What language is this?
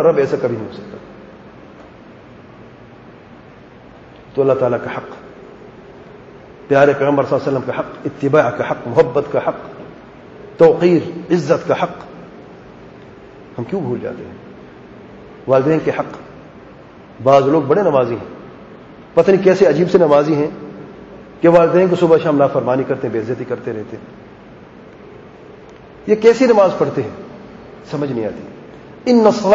Urdu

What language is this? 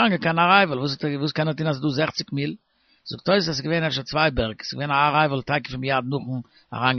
Yiddish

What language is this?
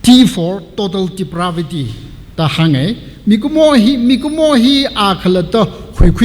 Tangkhul Naga (India)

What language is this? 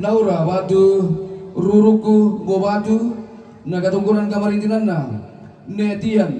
Toraja-Sa'dan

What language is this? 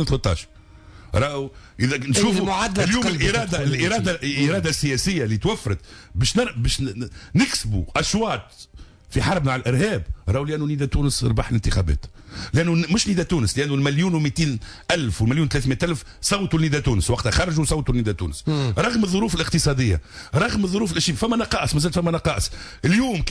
Tunisian Arabic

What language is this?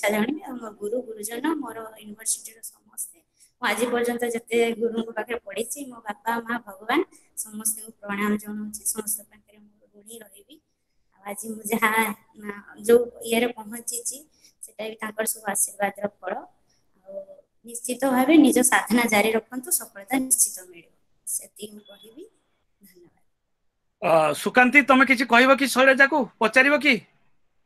Odia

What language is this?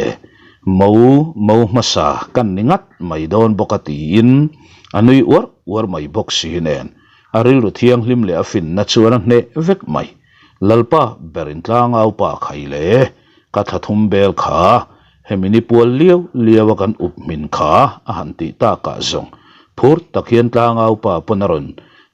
Mizo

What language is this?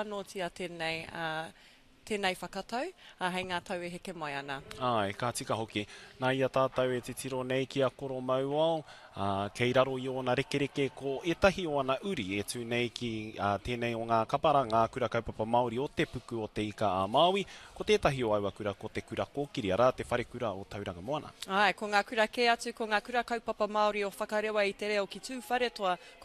Māori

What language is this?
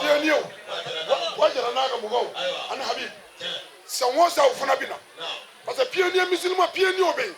Bambara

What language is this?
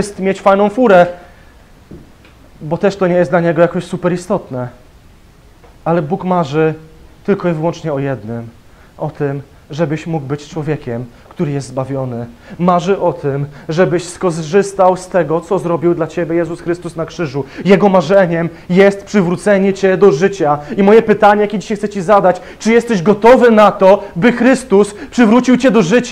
Polish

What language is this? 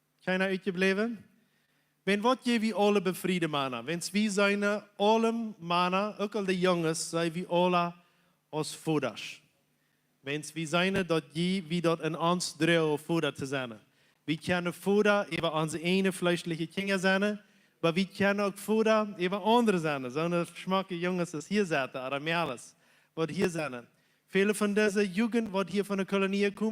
Plautdietsch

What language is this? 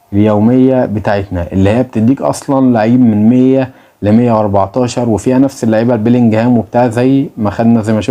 Egyptian Arabic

